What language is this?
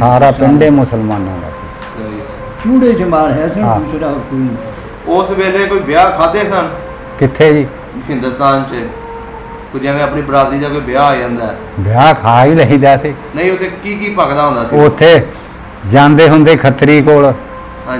Punjabi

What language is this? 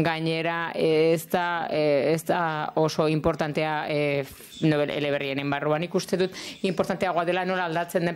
Basque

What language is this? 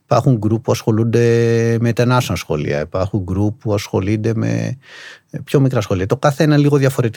Greek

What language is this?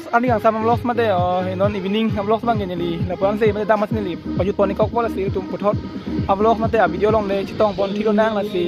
Karbi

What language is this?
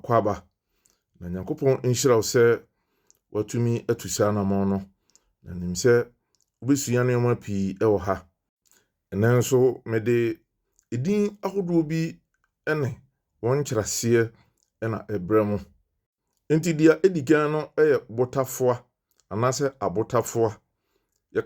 Akan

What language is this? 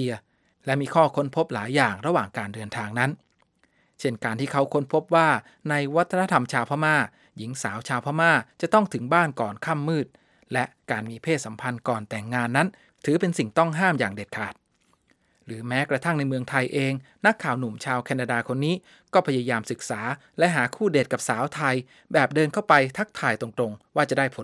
Thai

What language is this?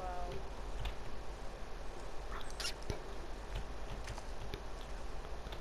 Dutch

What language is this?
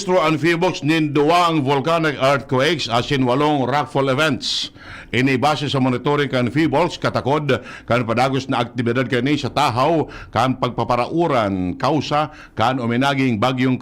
Bikol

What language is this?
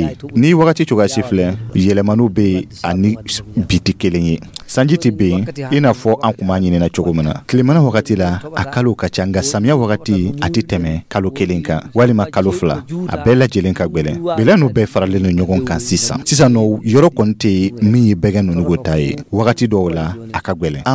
Dyula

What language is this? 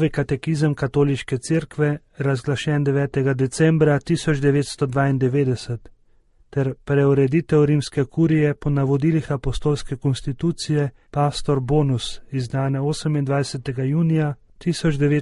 Slovenian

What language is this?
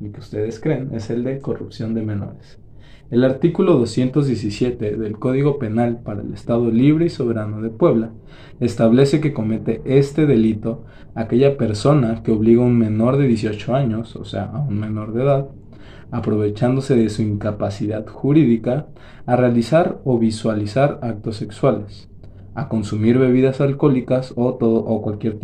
Spanish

